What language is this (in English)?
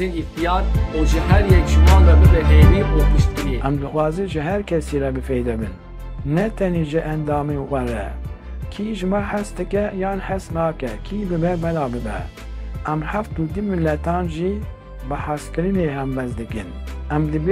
Kurdish